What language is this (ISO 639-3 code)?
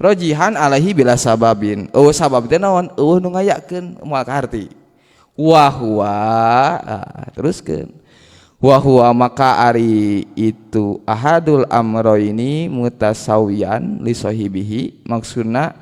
sun